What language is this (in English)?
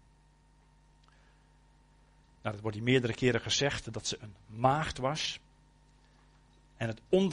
Dutch